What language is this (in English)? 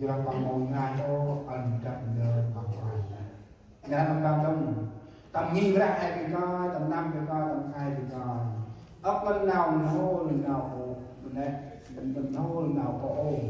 Central Mnong